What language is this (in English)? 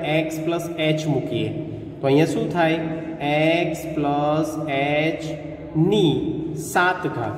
Gujarati